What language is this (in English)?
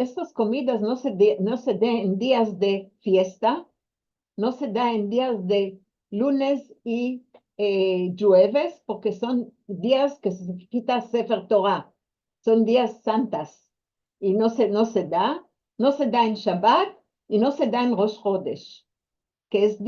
Ladino